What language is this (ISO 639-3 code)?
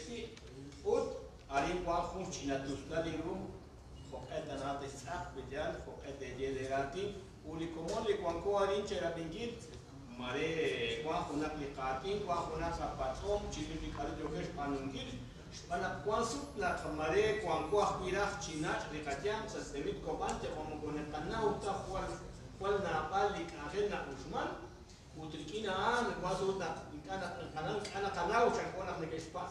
kek